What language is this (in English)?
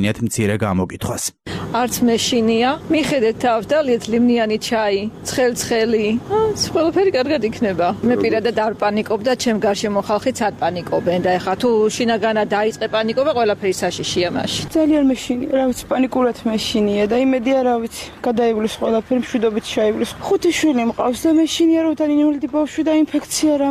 Georgian